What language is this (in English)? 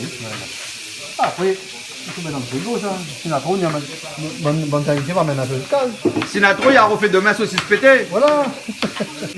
Réunion Creole French